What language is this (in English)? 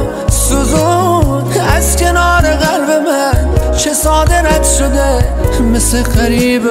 Persian